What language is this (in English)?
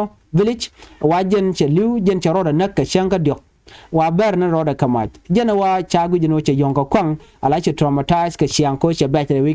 Nuer